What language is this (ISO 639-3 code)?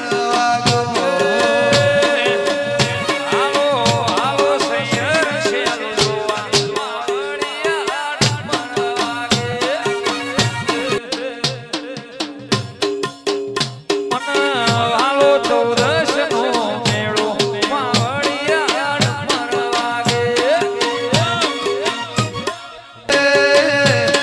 guj